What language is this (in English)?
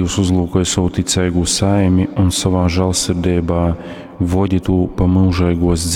Latgalian